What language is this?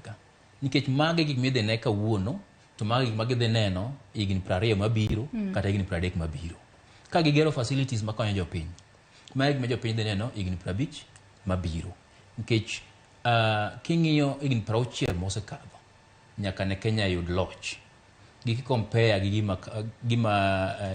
Luo (Kenya and Tanzania)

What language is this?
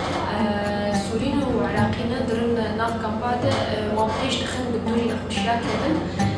Kurdish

